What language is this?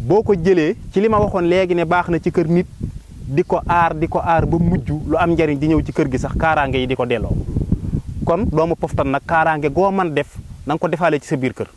Wolof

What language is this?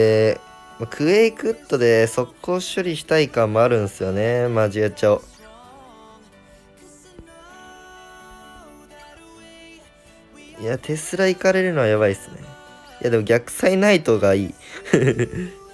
Japanese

